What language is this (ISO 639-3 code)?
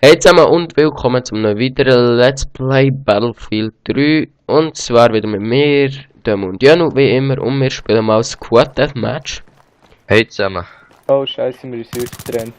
gsw